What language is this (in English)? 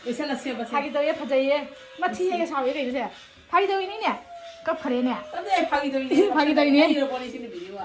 Manipuri